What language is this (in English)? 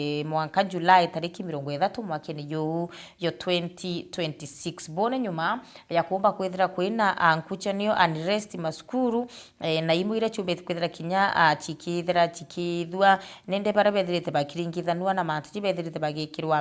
Meru